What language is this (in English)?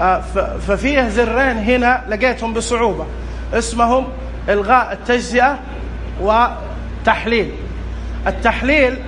Najdi Arabic